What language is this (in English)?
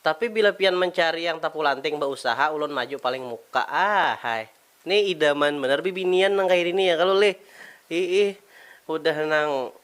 Banjar